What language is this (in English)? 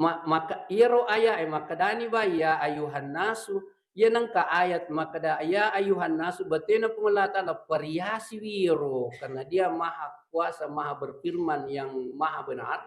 Buginese